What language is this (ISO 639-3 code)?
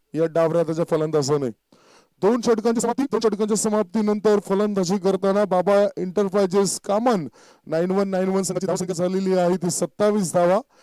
mar